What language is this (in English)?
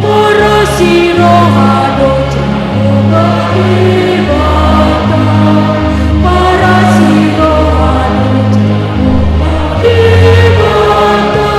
Batak Toba